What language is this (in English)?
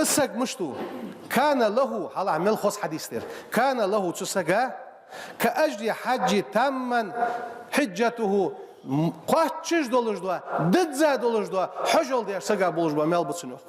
Ingush